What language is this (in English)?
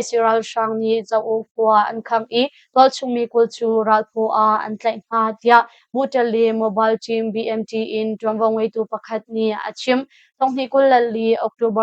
Hakha Chin